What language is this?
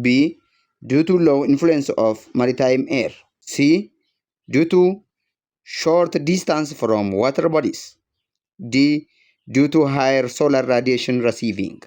English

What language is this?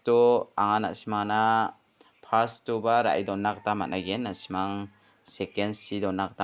Garo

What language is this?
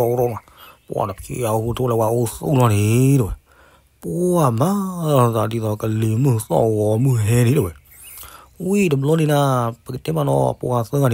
S'gaw Karen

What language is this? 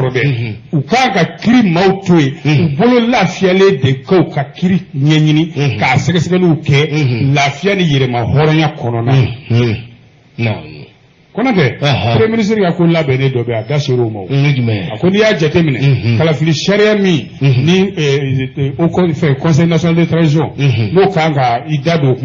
Bambara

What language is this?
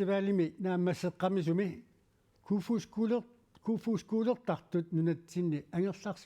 Kalaallisut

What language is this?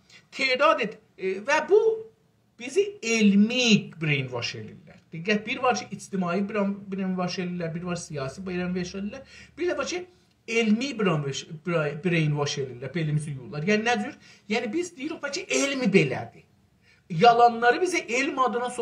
South Azerbaijani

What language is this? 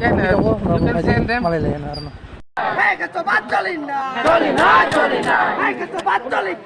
Kok Borok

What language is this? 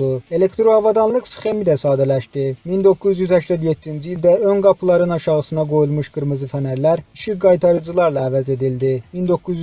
Azerbaijani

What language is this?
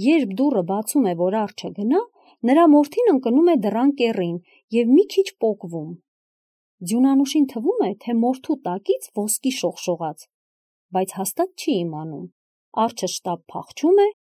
Armenian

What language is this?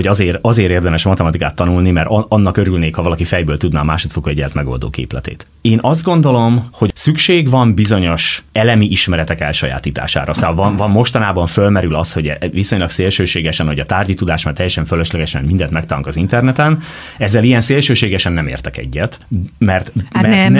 Hungarian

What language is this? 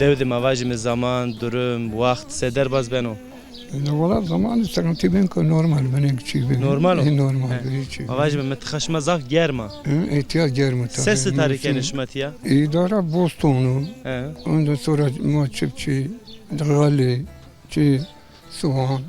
Zaza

